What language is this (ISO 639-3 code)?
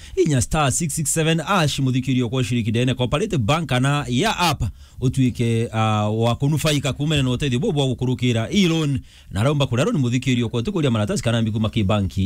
mer